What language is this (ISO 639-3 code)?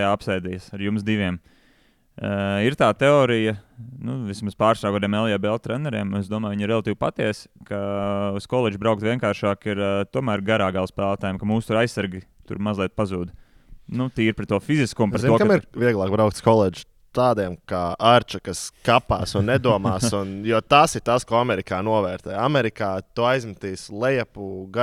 lav